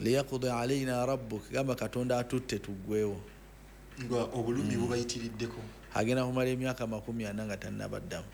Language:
Ganda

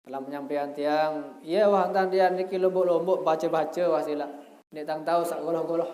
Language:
Sasak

